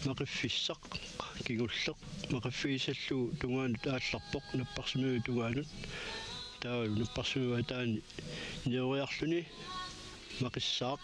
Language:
Kalaallisut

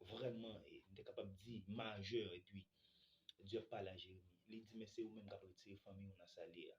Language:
Haitian Creole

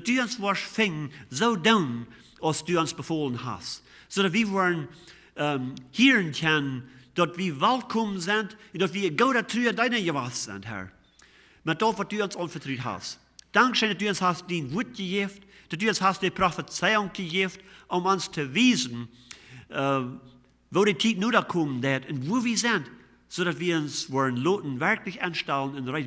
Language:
Plautdietsch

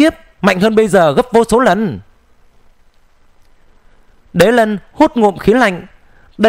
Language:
Vietnamese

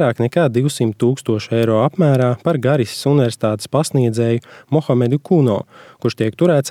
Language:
Latvian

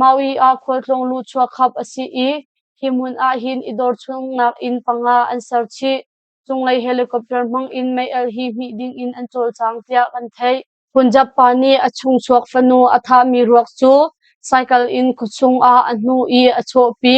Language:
Hakha Chin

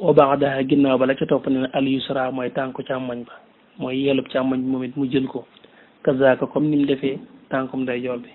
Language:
Wolof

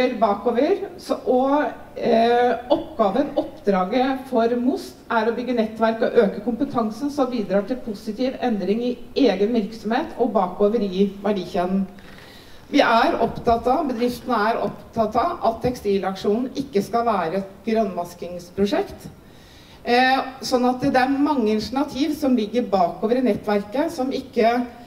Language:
Norwegian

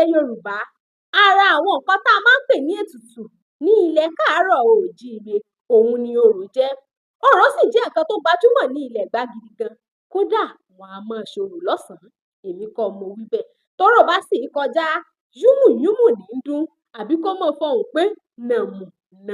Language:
Yoruba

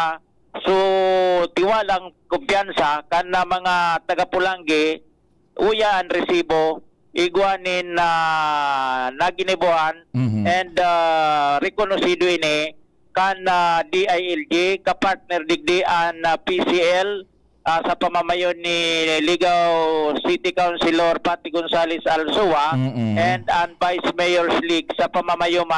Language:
Bikol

